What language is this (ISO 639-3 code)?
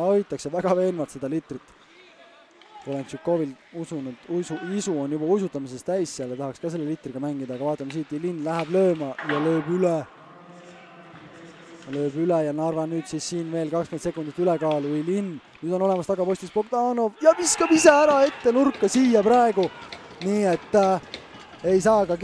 est